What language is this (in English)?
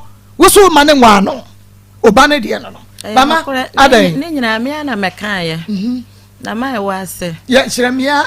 Akan